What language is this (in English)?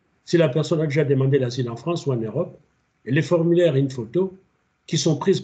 French